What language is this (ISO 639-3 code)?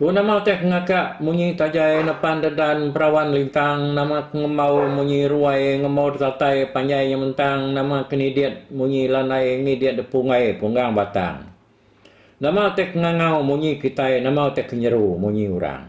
iba